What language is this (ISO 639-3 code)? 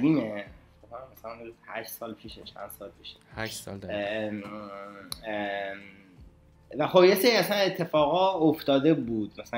fas